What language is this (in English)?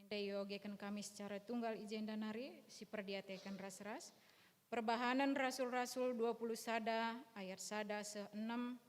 Batak Karo